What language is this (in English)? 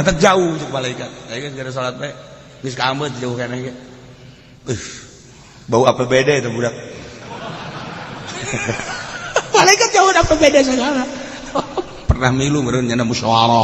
Sundanese